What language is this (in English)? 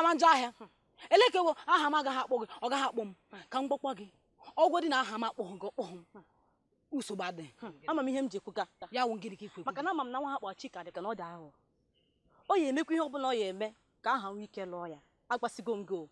Igbo